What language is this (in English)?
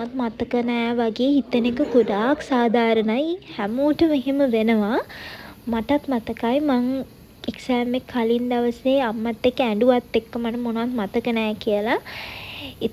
Sinhala